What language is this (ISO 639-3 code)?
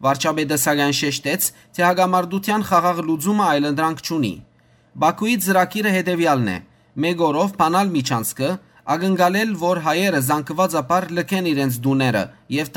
hyw